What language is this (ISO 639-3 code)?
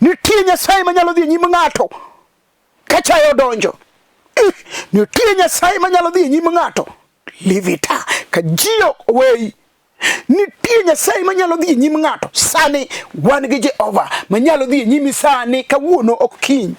luo